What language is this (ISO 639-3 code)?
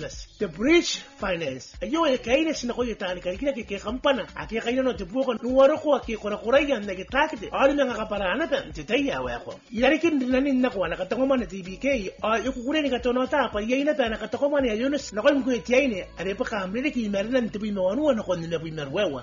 gil